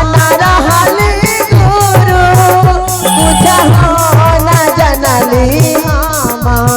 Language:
Magahi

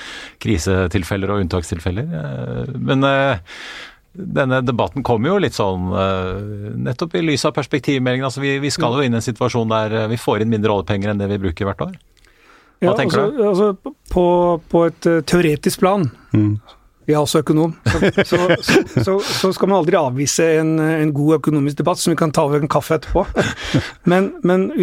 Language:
Norwegian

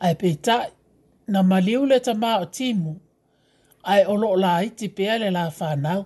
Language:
Samoan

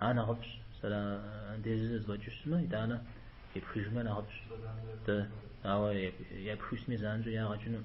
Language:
Kabardian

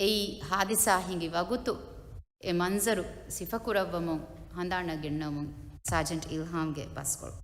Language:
Divehi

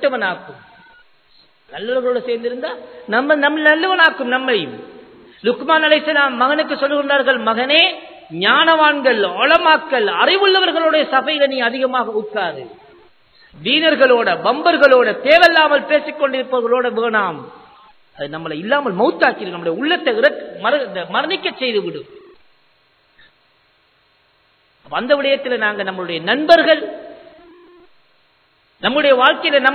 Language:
Tamil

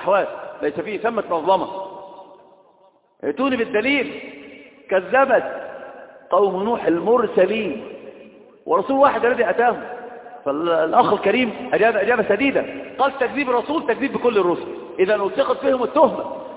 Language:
Arabic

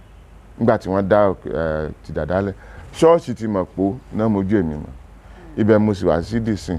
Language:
Yoruba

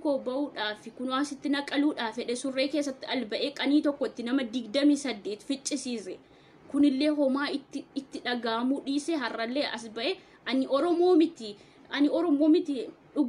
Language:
Oromo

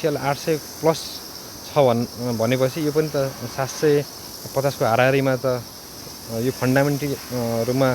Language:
Nepali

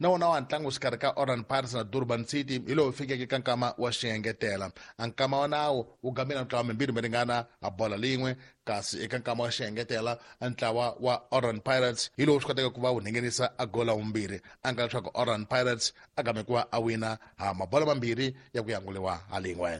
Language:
Tsonga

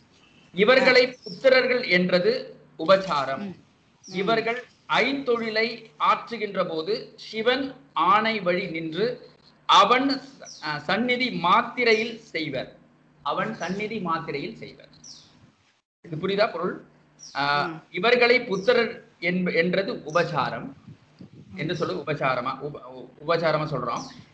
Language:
Tamil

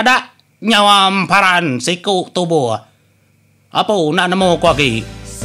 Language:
Iban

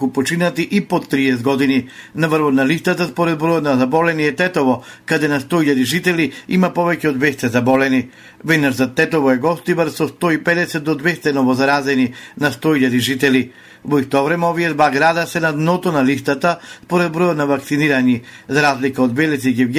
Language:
Macedonian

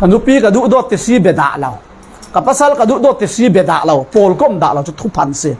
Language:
Falam Chin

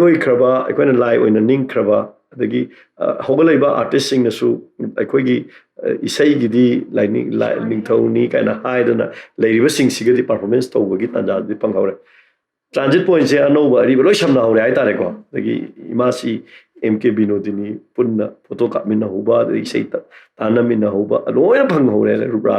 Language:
Manipuri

